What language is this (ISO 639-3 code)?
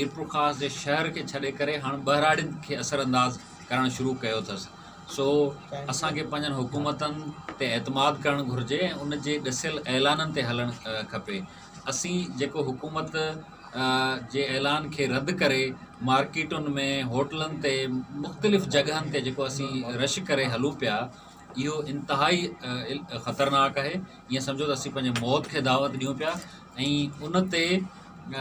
snd